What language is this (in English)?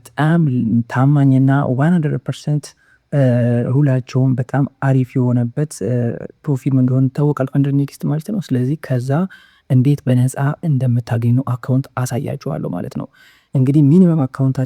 Amharic